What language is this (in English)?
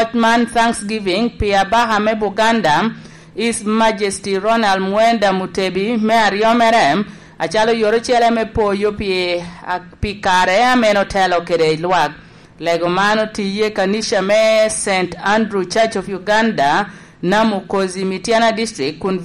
Lango (Uganda)